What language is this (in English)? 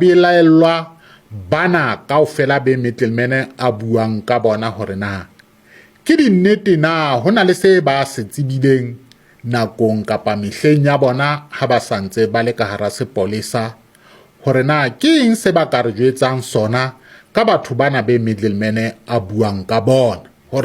Southern Sotho